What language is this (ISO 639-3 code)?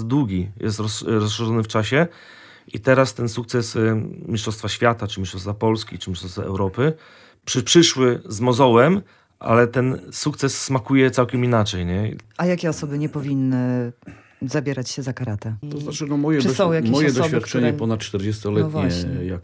pol